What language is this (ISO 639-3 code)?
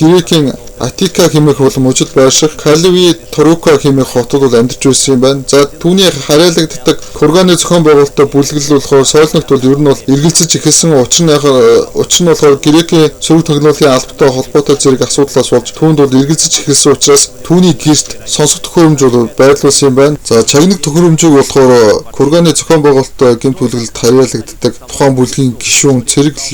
mon